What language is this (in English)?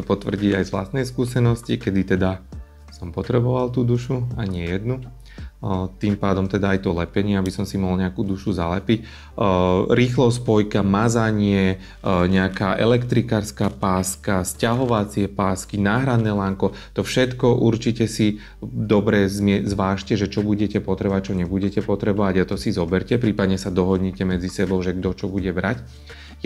Slovak